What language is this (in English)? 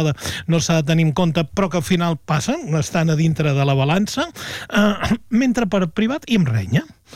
Catalan